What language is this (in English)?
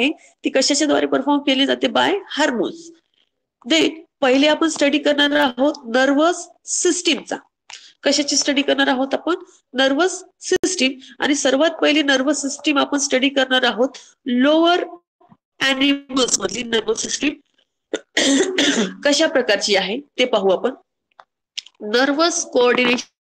Marathi